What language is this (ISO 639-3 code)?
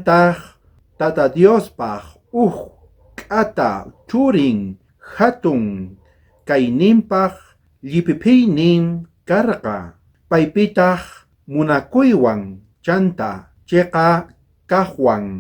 quh